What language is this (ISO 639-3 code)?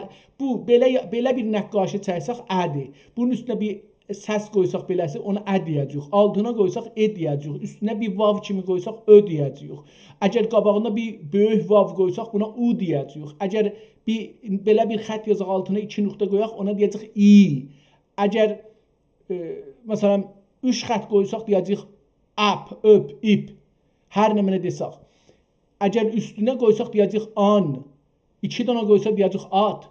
azb